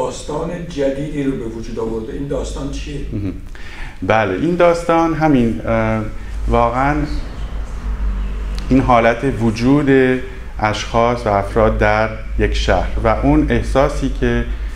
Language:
Persian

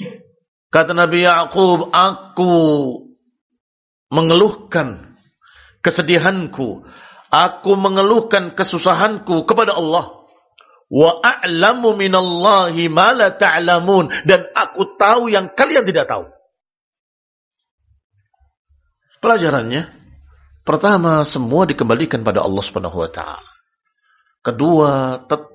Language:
Indonesian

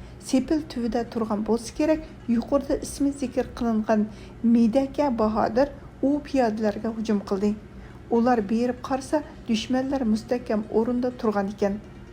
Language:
Uyghur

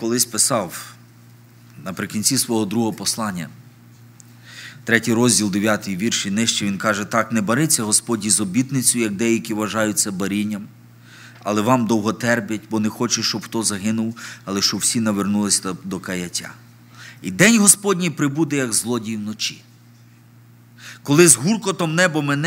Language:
Ukrainian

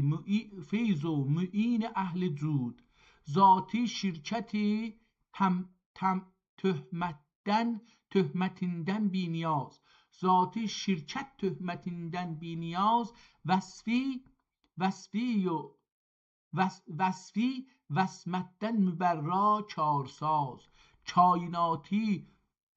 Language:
South Azerbaijani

